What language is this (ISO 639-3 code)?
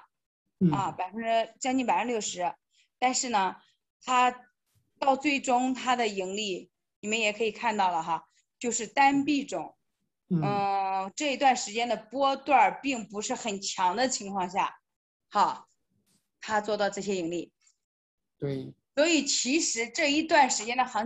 zho